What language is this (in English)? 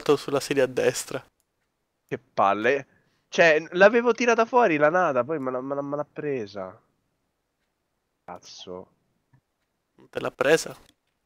Italian